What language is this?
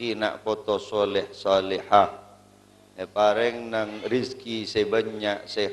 Madurese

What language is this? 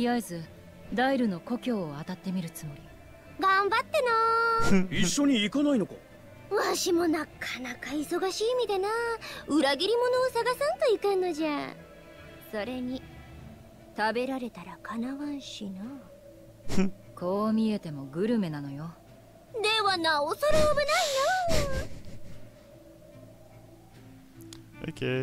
Japanese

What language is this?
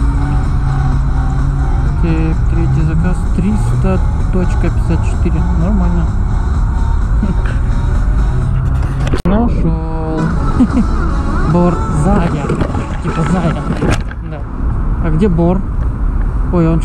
Russian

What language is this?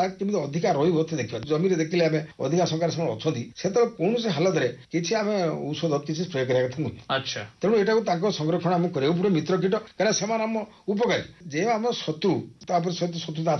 Odia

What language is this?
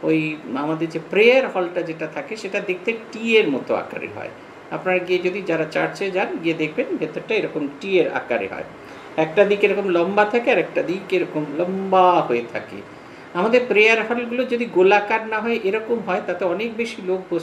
Bangla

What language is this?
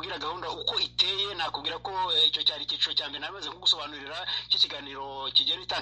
Kinyarwanda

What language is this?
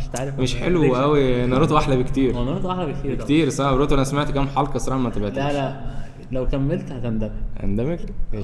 Egyptian Arabic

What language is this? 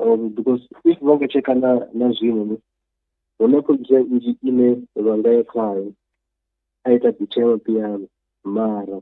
Venda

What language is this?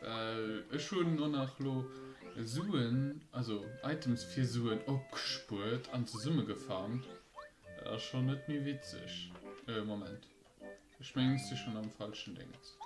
Luxembourgish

